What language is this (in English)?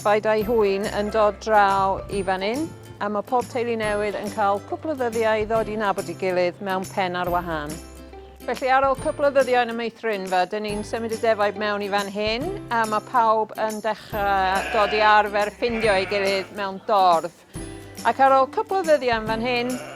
Welsh